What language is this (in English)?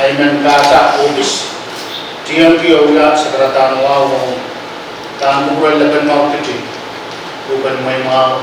Pohnpeian